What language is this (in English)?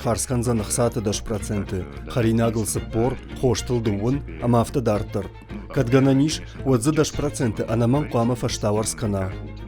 Ossetic